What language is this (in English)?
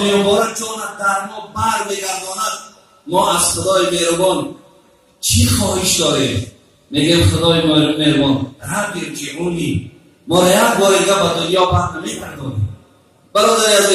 Tajik